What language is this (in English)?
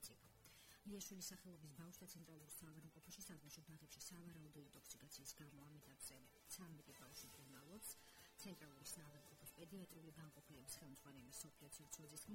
Georgian